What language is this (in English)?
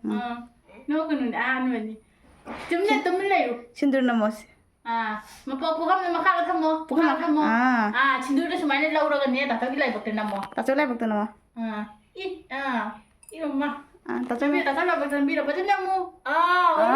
Manipuri